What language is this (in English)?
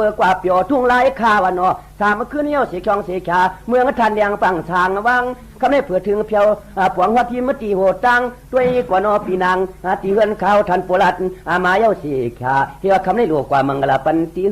Shan